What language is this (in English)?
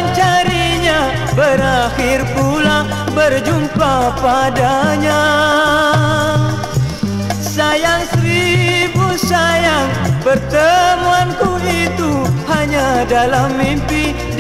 Malay